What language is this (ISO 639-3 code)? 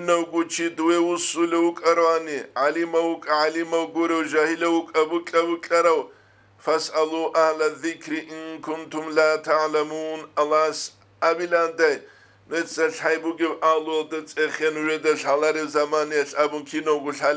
ava